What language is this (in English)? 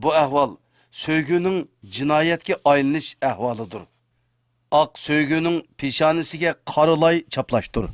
Uyghur